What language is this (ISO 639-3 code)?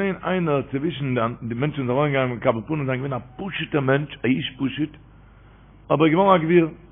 yid